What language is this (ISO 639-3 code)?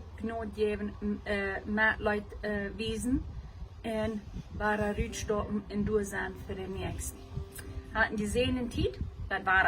pdt